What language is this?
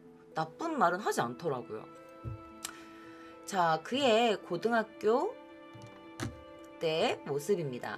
Korean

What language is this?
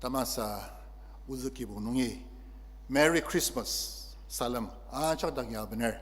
Ao Naga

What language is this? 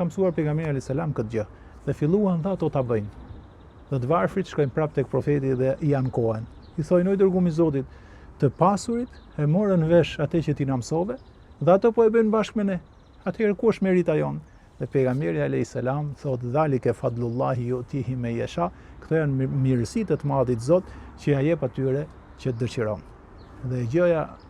Albanian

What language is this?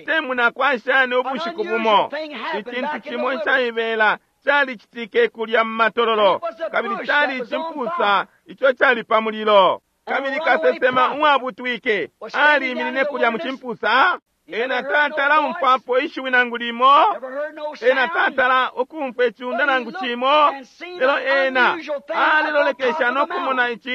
Bemba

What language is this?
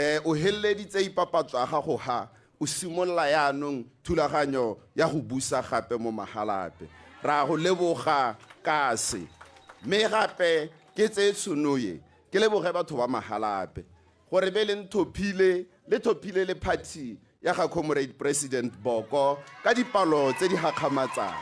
Tswana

